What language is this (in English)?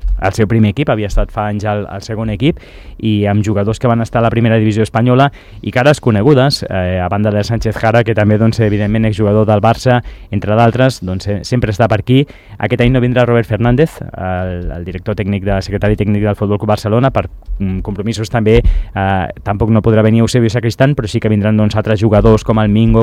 Catalan